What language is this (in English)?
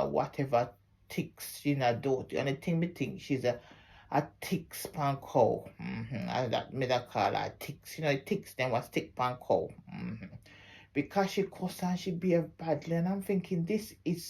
Jamaican Creole English